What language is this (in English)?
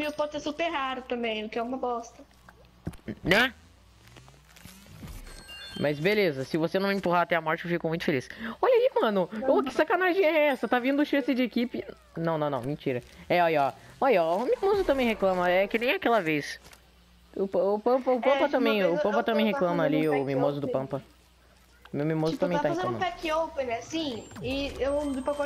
Portuguese